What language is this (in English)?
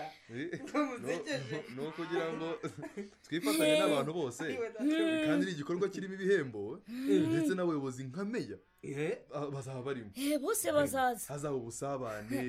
Kinyarwanda